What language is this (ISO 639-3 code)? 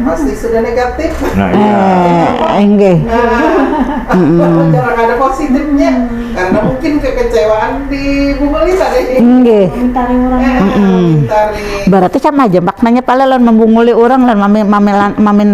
bjn